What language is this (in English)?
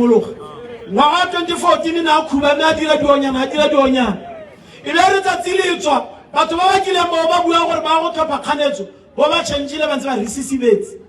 Tswana